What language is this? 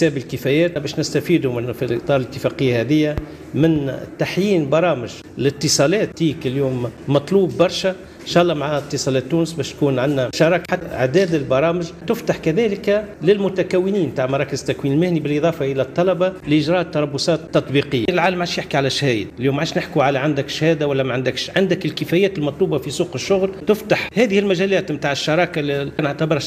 Tunisian Arabic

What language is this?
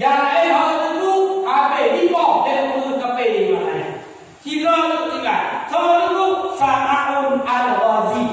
Achinese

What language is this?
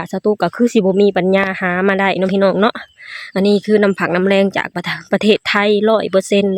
Lao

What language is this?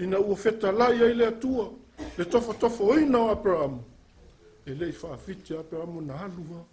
Samoan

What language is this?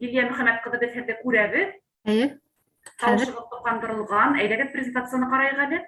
Bashkir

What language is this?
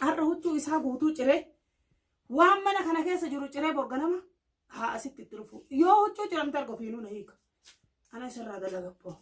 Oromo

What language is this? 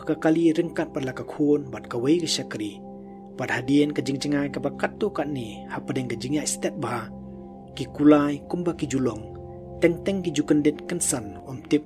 Khasi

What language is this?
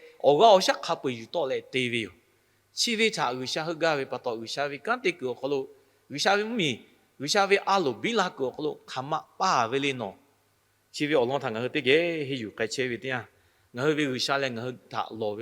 Lahu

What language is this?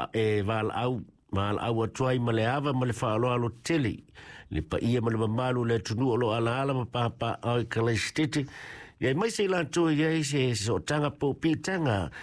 Samoan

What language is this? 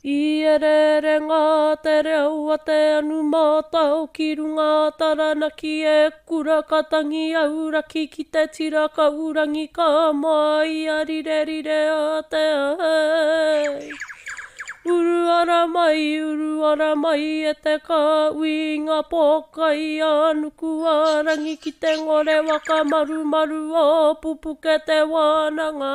Māori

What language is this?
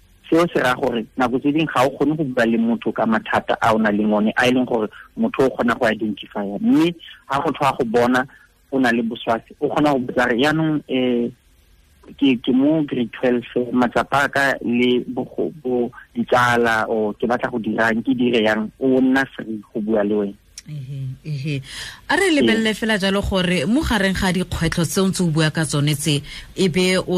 Tswana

